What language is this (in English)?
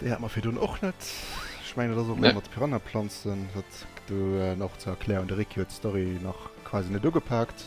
Luxembourgish